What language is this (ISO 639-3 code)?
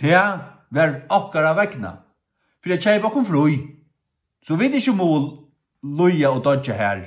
fao